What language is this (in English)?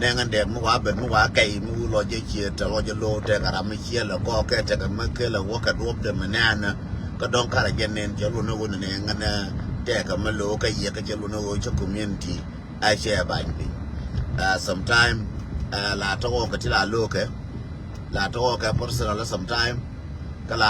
Nuer